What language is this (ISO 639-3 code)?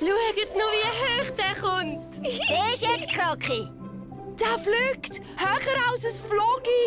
gsw